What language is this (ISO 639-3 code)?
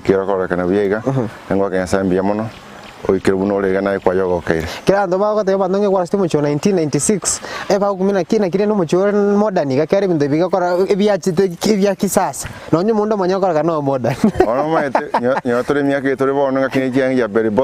guz